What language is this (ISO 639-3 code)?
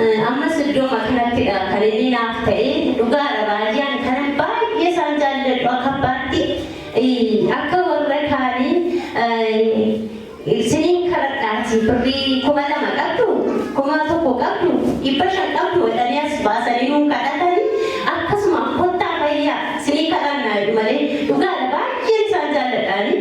orm